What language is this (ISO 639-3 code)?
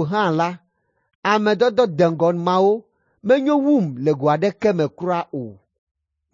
ewe